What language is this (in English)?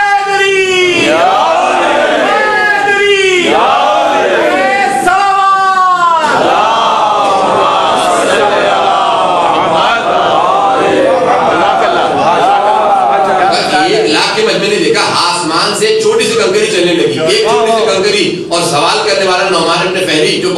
Urdu